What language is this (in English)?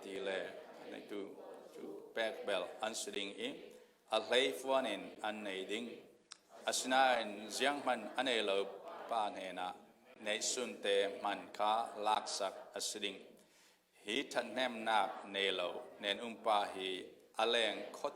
Falam Chin